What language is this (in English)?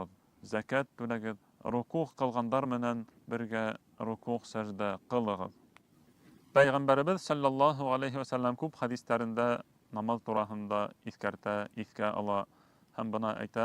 Bashkir